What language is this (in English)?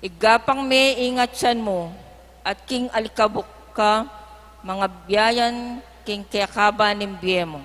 Pampanga